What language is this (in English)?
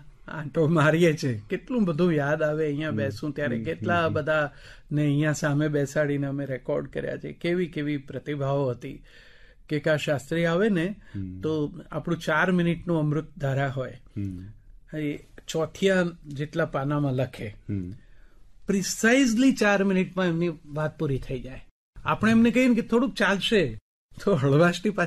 Gujarati